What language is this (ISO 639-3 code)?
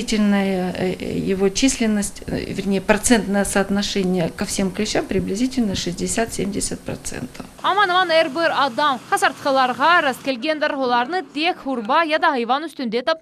crh